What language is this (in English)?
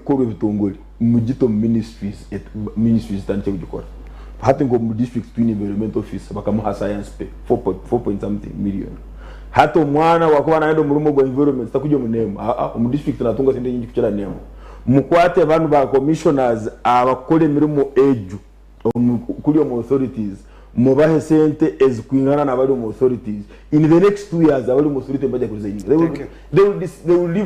Nyankole